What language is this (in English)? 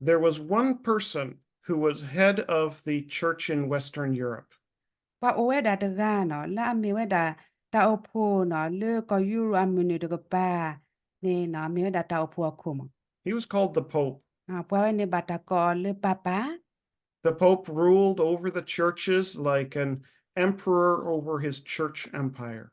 S'gaw Karen